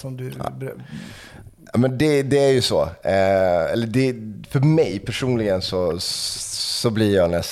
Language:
Swedish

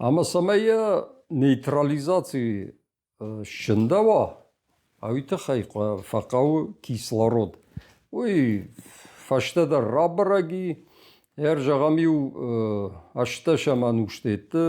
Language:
Ossetic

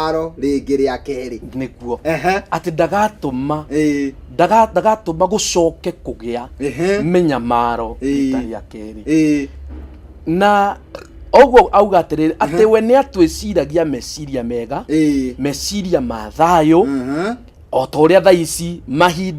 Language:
Kikuyu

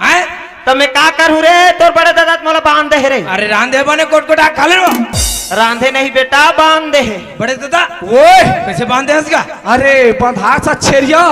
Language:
Chhattisgarhi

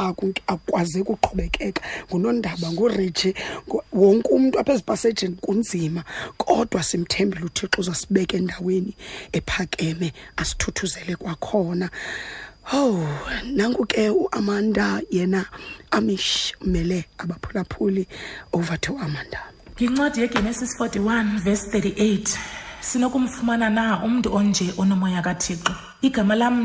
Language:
Xhosa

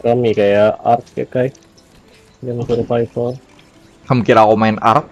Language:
Banjar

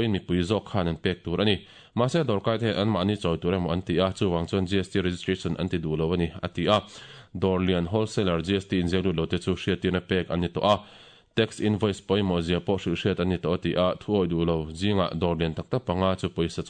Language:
Mizo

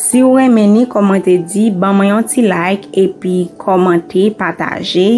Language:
Haitian Creole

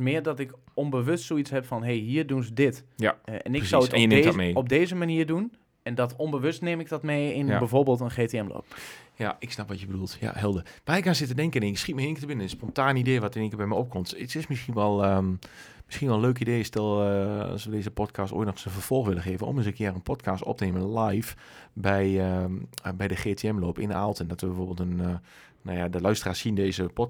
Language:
Dutch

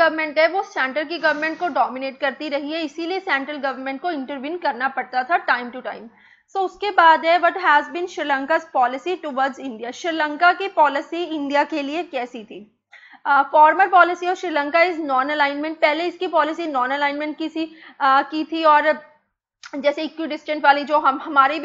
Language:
Hindi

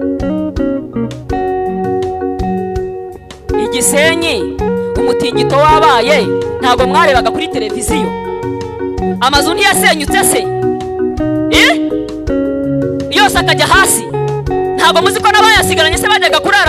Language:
Kinyarwanda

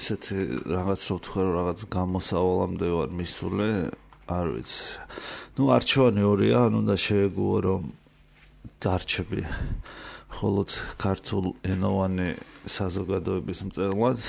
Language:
Georgian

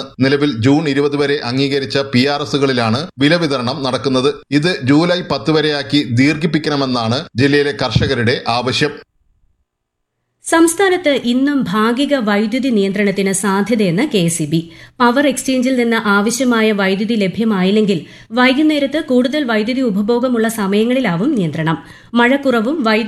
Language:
Malayalam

